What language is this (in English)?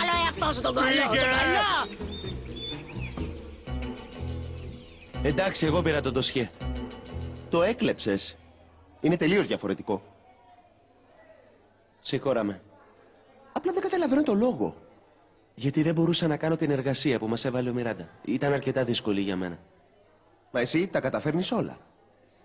Greek